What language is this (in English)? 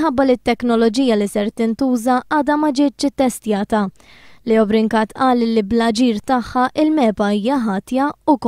Maltese